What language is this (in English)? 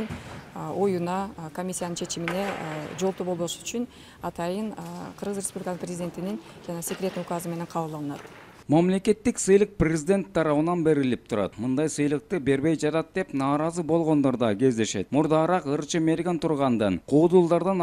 Kyrgyz